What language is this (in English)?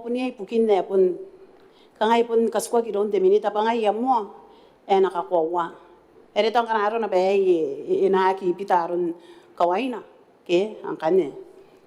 Gilbertese